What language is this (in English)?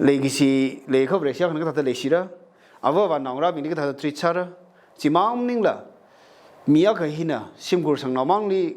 Tangkhul Naga (India)